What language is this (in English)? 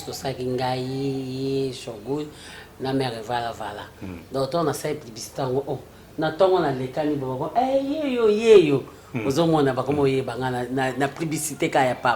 Lingala